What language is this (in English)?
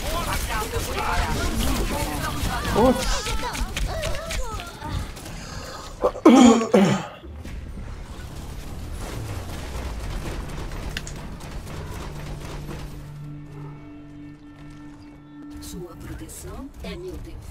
Portuguese